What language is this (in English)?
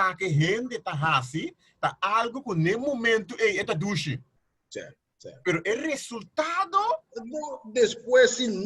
Papiamento